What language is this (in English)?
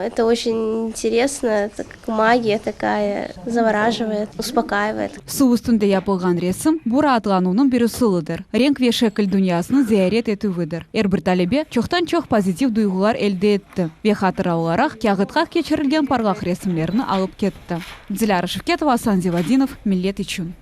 Crimean Tatar